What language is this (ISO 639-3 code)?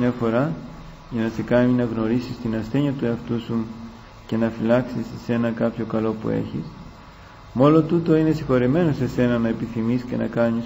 ell